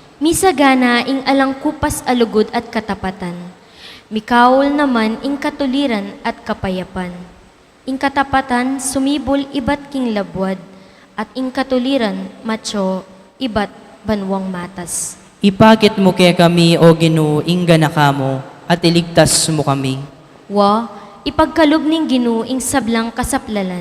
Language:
Pampanga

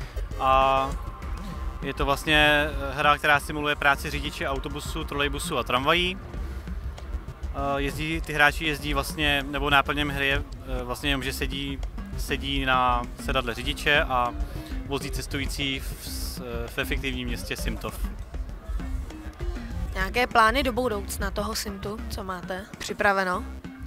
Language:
Czech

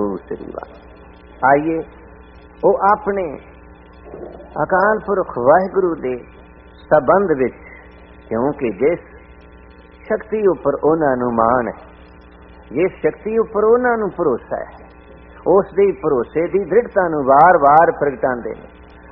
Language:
Punjabi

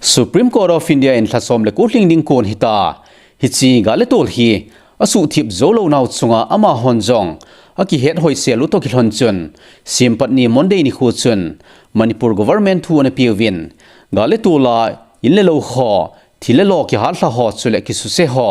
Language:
Thado Chin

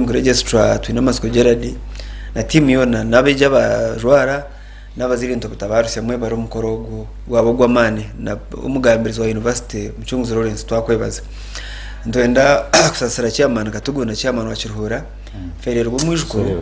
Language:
Nyankole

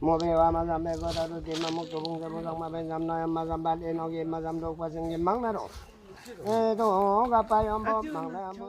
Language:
Limbu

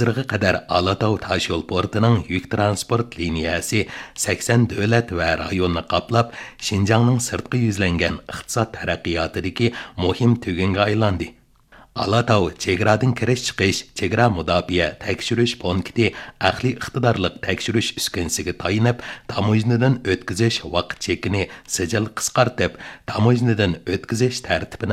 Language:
Uyghur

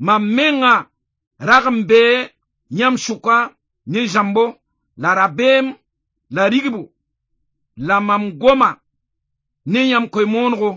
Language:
Mossi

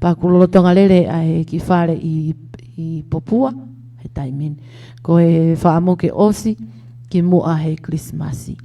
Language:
Tongan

